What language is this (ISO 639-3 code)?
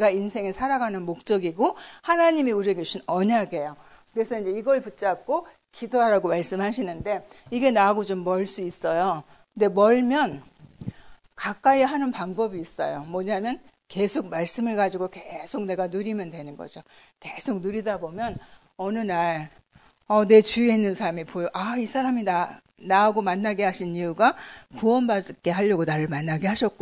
kor